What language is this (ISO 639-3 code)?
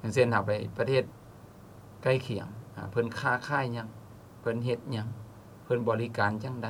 lao